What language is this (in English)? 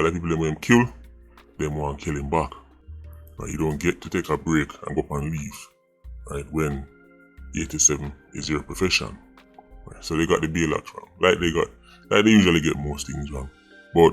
Jamaican Creole English